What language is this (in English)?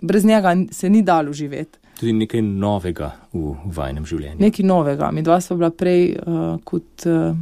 Slovenian